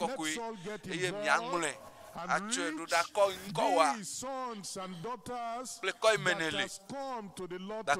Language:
Ewe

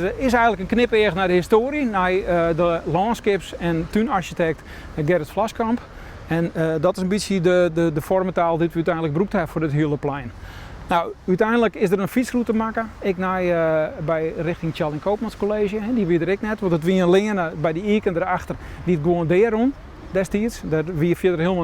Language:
Western Frisian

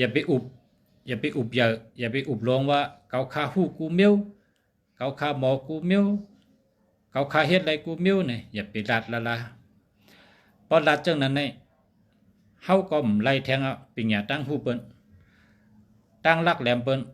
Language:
Shan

